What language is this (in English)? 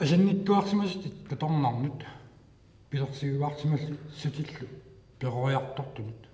Kalaallisut